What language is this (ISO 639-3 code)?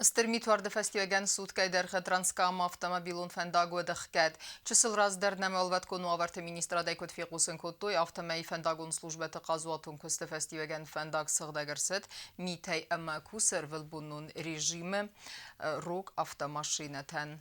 oss